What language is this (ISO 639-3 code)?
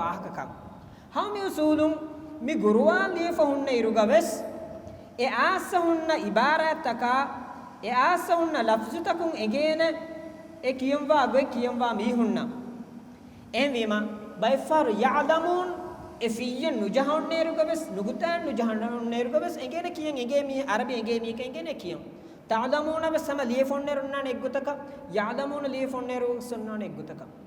div